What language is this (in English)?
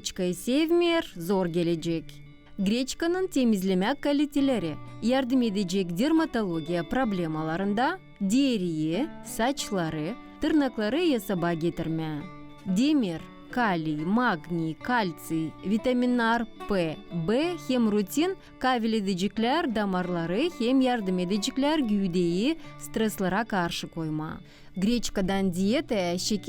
Gagauz